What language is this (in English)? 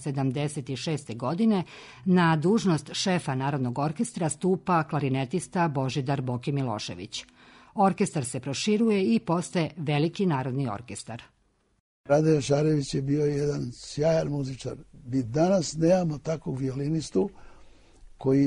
Serbian